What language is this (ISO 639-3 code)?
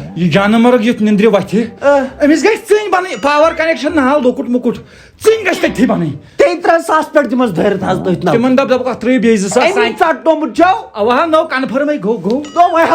kas